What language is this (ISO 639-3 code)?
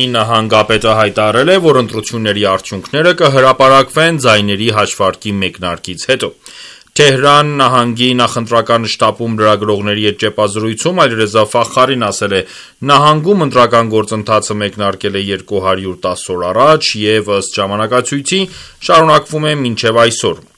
hye